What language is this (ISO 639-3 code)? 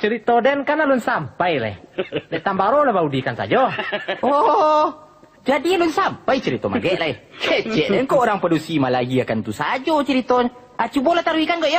min